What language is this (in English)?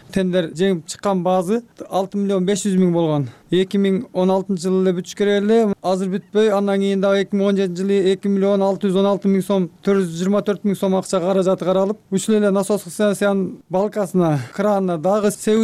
Kyrgyz